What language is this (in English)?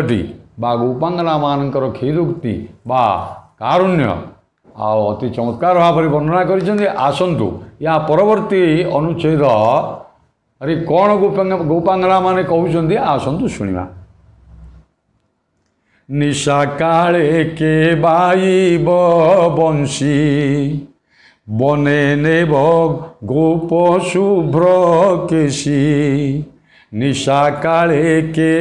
Odia